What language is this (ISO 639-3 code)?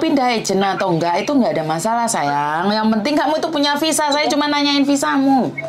ind